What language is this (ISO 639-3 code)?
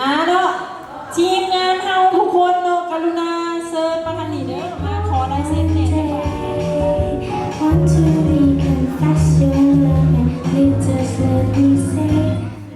lao